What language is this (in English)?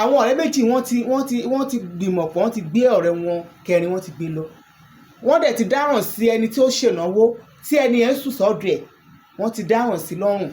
Yoruba